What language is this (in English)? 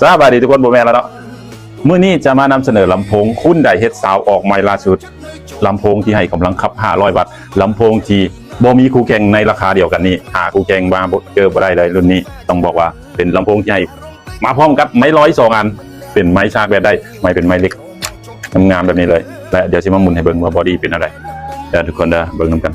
Lao